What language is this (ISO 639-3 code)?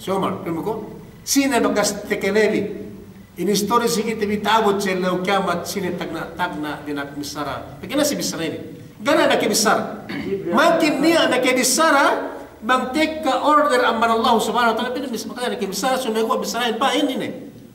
yka